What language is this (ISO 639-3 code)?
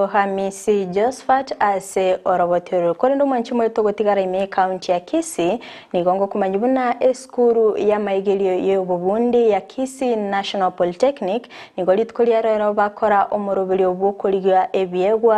guz